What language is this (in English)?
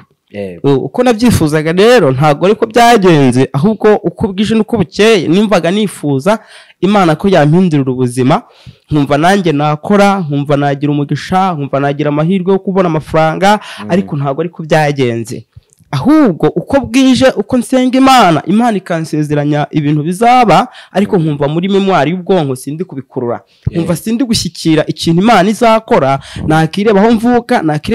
Kinyarwanda